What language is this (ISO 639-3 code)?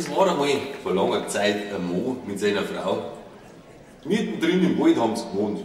bar